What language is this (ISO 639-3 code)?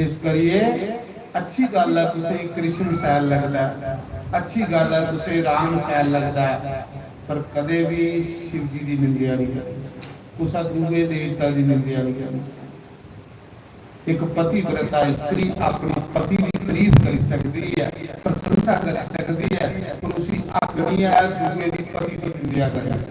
doi